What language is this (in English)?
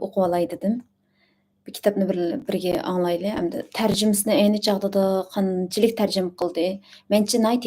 Uyghur